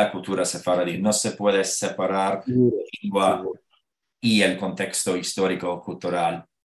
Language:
Ladino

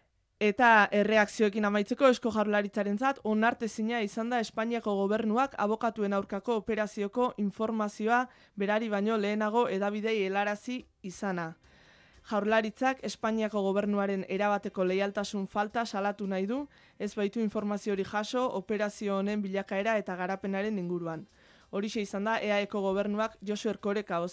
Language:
Basque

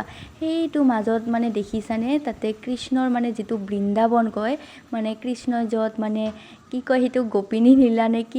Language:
Assamese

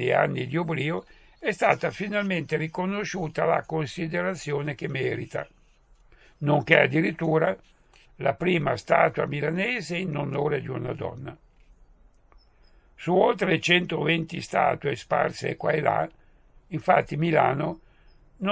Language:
Italian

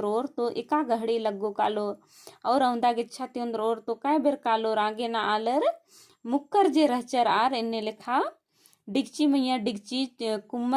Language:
Kurukh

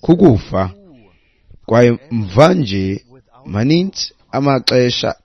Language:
Xhosa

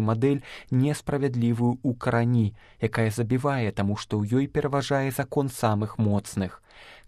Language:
Belarusian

